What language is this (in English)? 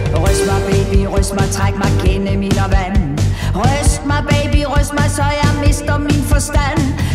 Danish